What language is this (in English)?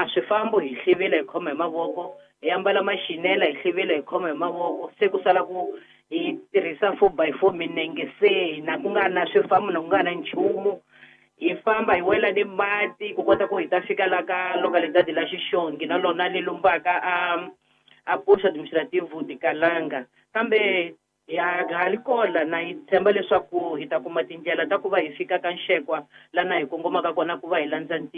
Tsonga